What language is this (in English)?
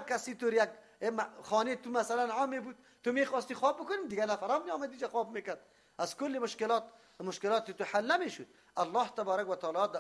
Persian